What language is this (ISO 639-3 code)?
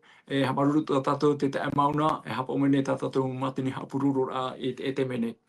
tah